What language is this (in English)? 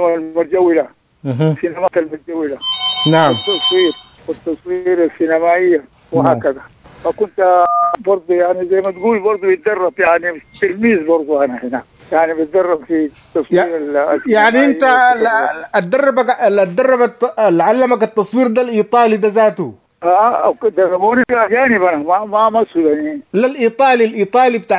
Sudanese Arabic